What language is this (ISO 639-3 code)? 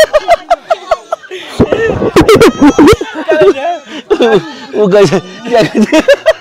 vie